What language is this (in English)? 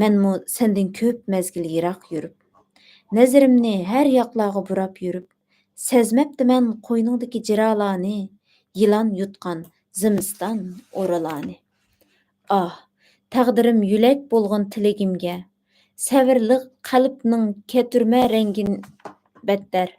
Uyghur